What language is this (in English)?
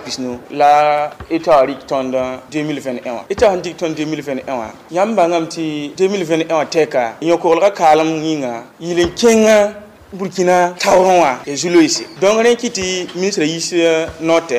Mossi